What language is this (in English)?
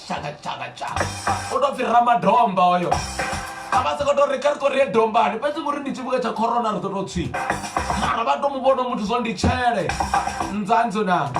Venda